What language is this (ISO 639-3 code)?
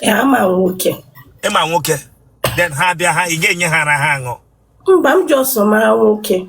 ibo